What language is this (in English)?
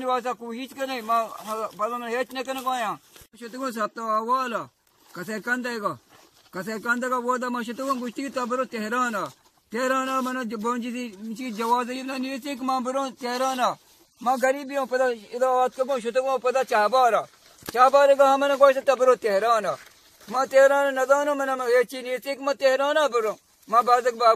Baluchi